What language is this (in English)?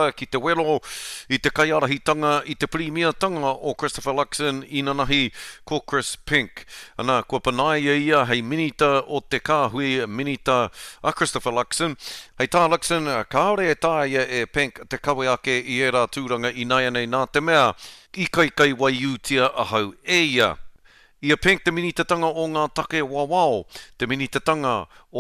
Māori